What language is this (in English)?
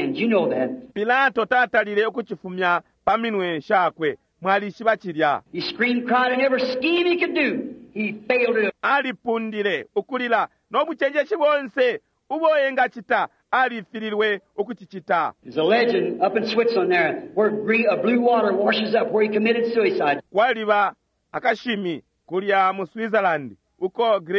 Bemba